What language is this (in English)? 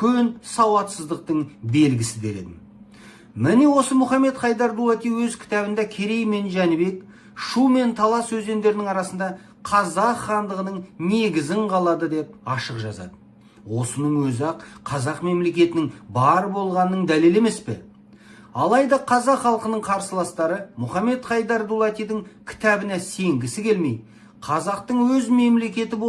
Kazakh